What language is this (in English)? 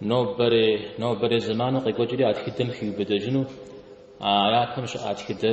Kabardian